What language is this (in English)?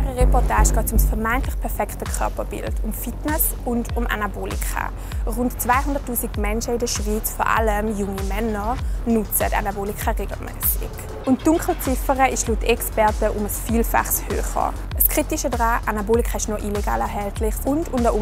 Swiss German